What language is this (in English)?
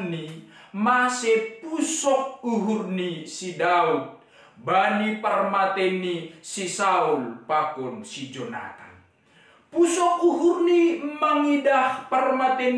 Batak Simalungun